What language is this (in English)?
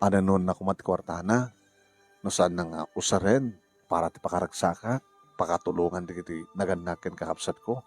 Iloko